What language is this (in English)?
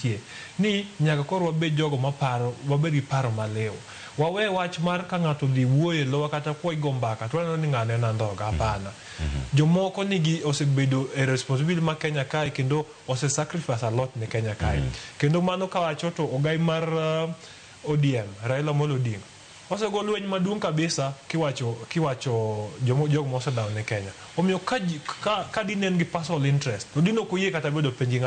Luo (Kenya and Tanzania)